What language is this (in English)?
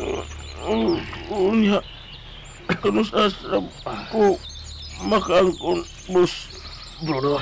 Cebuano